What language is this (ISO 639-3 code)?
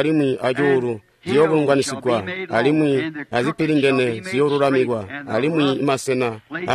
toi